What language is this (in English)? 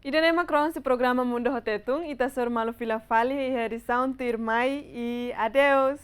Tetum